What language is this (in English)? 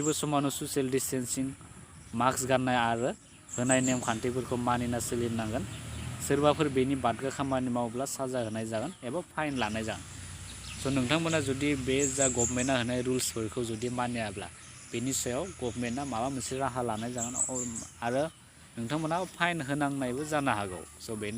Bodo